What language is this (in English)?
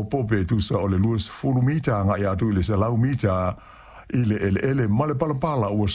Samoan